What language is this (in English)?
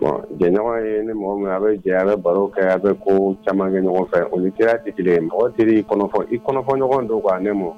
Dyula